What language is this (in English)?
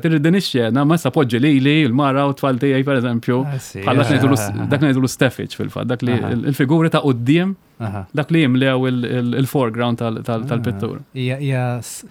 Maltese